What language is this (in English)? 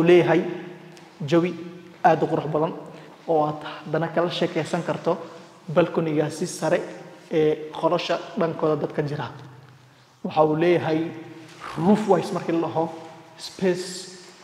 Somali